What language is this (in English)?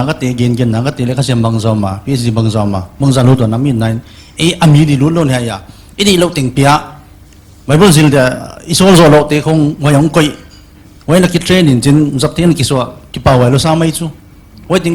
Paite Chin